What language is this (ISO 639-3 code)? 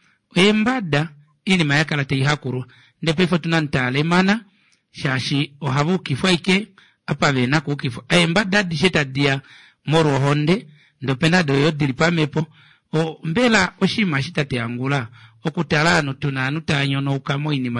kua